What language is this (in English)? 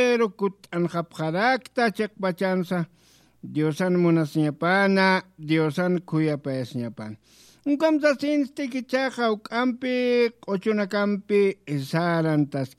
Aymara